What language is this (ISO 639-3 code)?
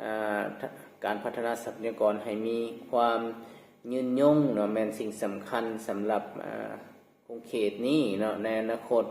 lao